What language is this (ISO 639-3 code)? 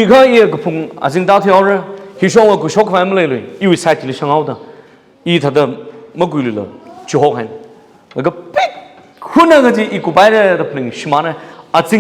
nmf